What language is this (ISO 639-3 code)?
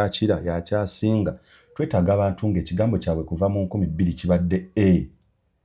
lug